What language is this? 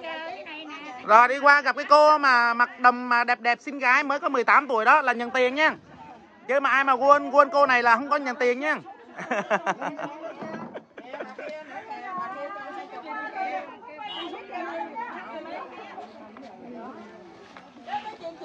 Vietnamese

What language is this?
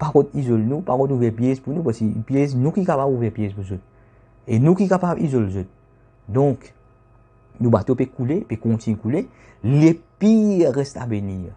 Morisyen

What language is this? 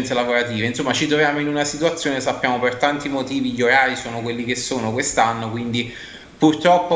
Italian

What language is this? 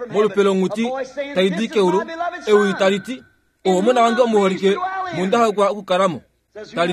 Kuanyama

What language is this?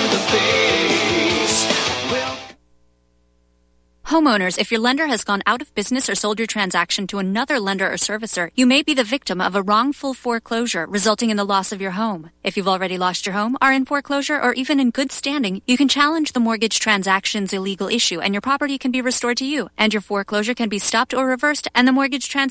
English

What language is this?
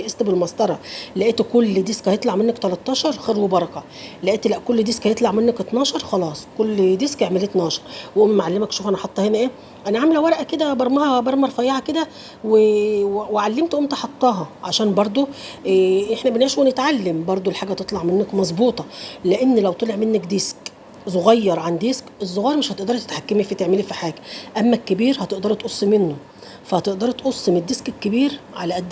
Egyptian Arabic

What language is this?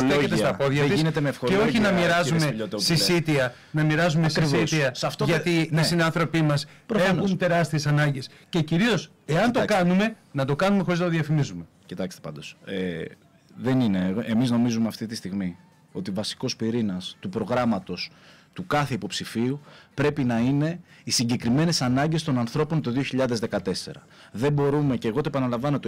Greek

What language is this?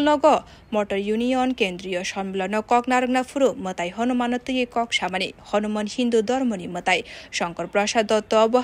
Kok Borok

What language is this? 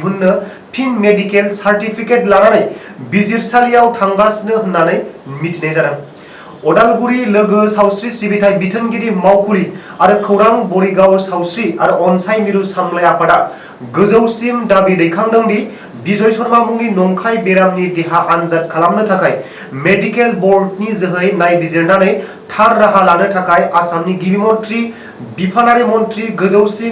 Bodo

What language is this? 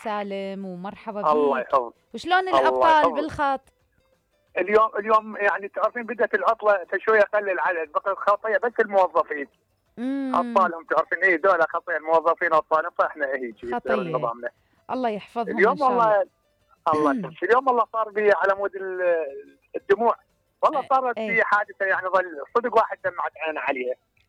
Mesopotamian Arabic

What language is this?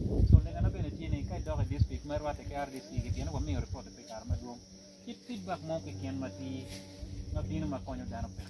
Acoli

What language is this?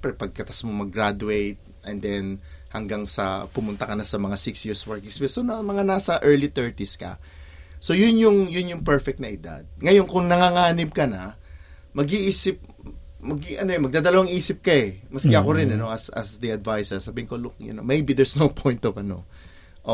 Filipino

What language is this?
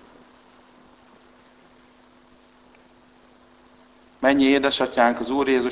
Hungarian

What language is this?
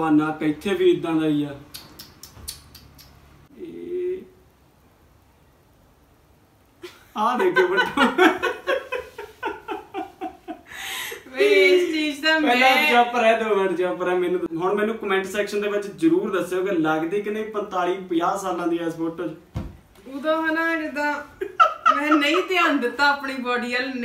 Punjabi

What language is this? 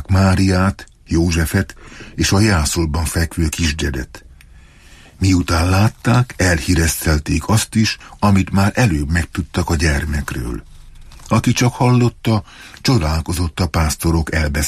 Hungarian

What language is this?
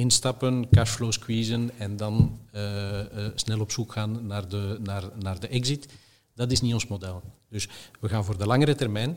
Dutch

